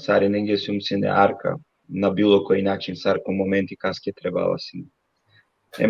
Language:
Balkan Romani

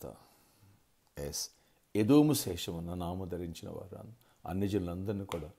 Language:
Telugu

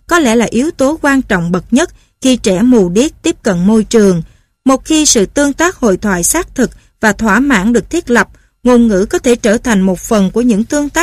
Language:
Vietnamese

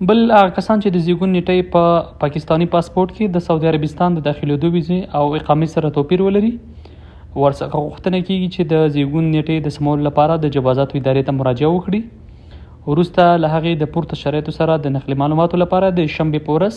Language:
Pashto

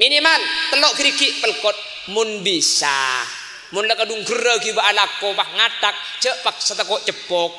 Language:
Madurese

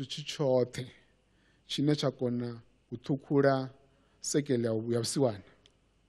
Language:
Venda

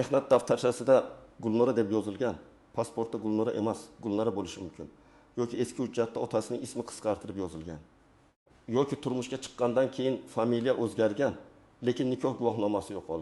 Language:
Uzbek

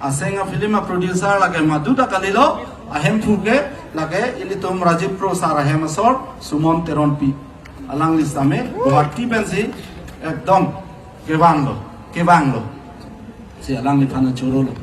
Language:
Karbi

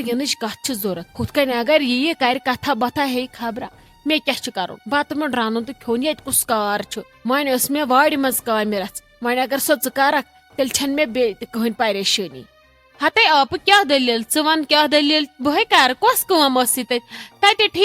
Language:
Kashmiri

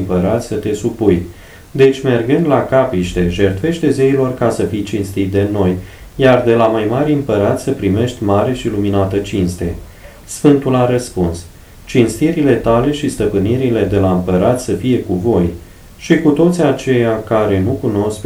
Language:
Romanian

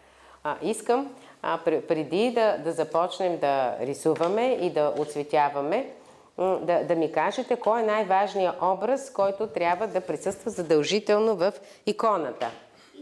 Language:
Bulgarian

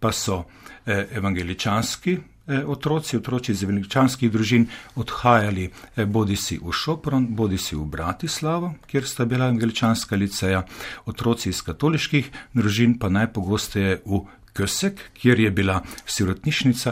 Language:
Slovenian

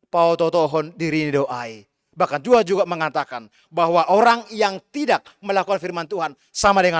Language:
Batak Simalungun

